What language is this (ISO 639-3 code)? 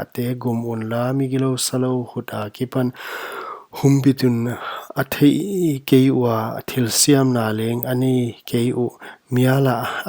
pck